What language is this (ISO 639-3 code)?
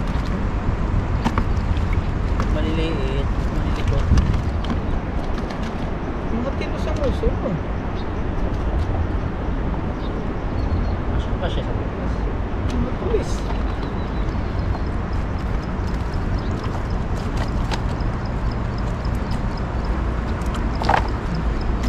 fil